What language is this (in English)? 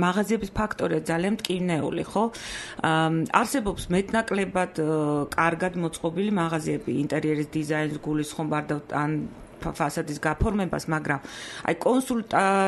Georgian